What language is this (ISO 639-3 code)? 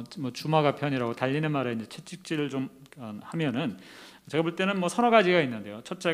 kor